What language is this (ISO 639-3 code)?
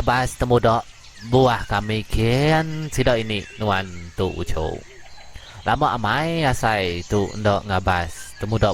iba